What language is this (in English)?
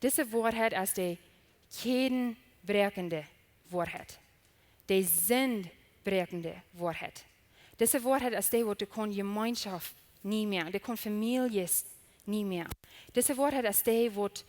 Plautdietsch